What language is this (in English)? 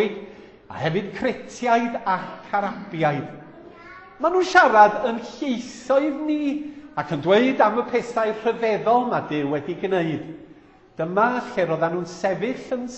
Welsh